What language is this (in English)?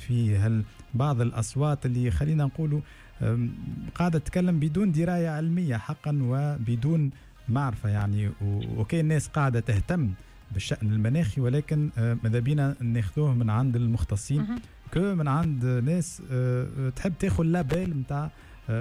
Tunisian Arabic